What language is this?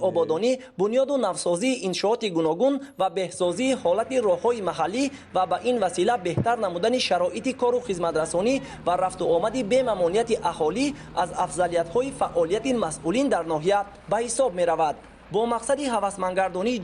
Tajik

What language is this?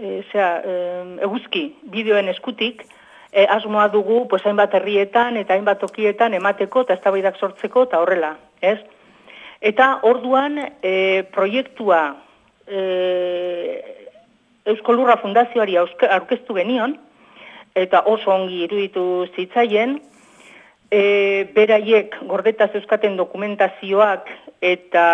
Basque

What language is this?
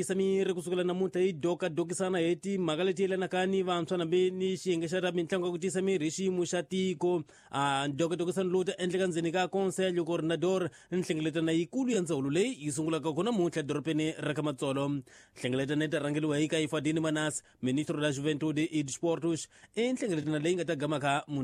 Tsonga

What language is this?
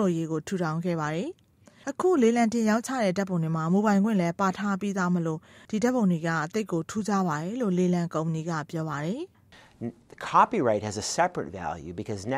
Burmese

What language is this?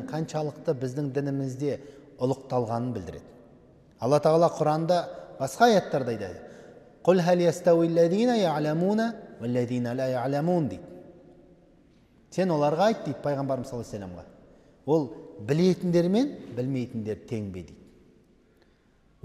Kazakh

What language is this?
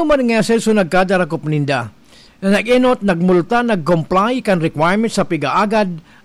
Bikol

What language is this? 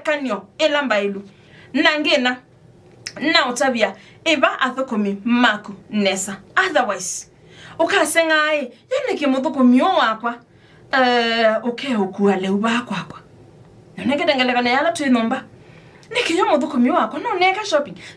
Kamba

